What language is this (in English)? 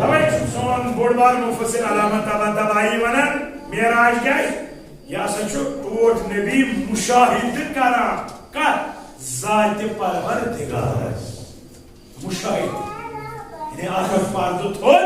Kashmiri